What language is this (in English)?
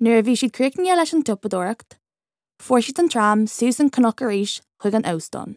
Irish